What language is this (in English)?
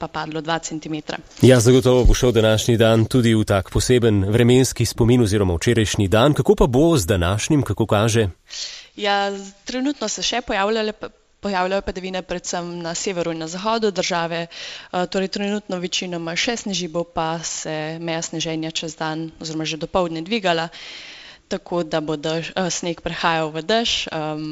Slovenian